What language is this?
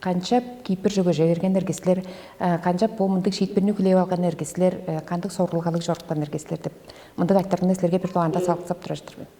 Tuvinian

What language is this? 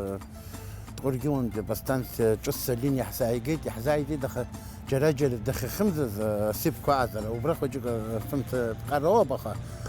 Abkhazian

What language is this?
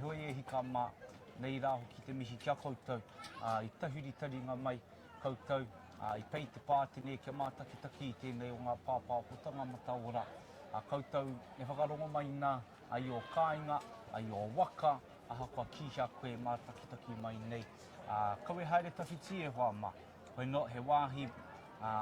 Māori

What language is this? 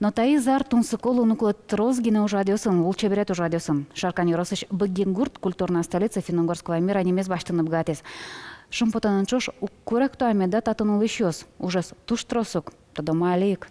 Udmurt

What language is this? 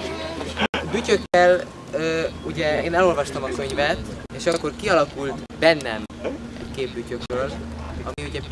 Hungarian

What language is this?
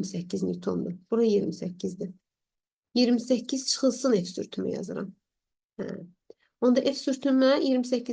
Azerbaijani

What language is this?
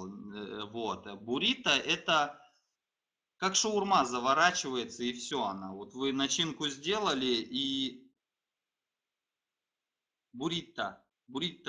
Russian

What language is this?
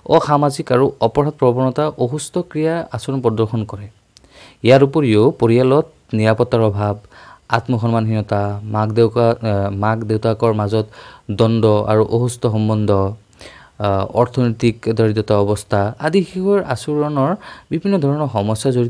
Assamese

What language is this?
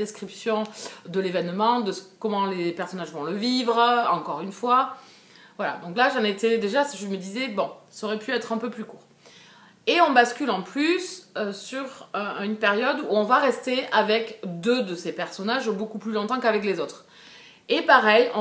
French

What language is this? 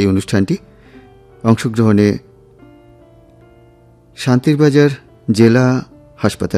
Bangla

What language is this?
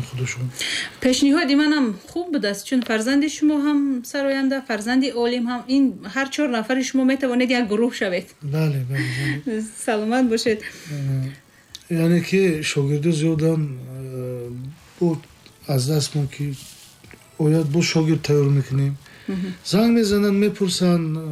Tajik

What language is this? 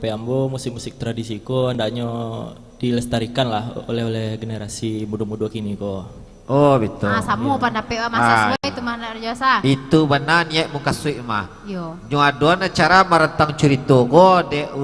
Minangkabau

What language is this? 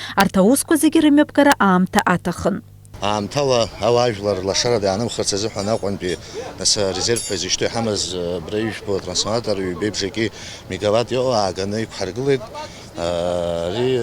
Abkhazian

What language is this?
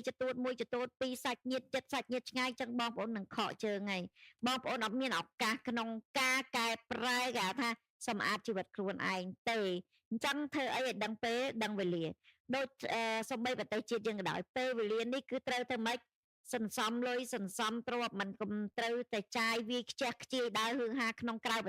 Khmer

